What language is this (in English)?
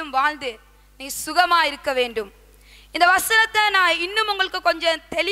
Tamil